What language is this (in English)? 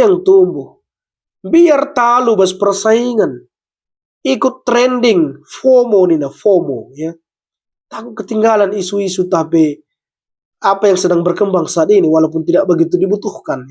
Batak Karo